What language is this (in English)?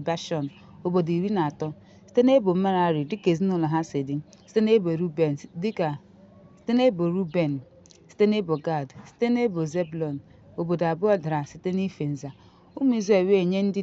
Igbo